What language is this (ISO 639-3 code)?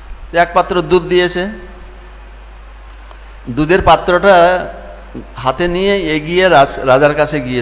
ben